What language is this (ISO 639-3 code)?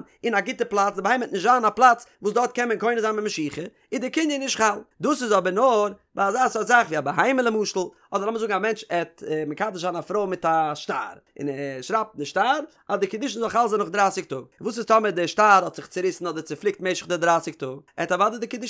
yid